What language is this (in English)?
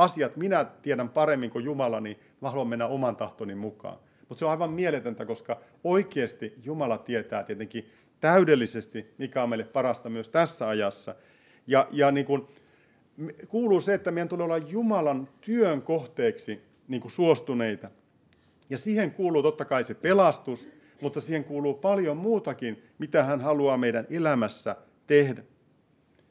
Finnish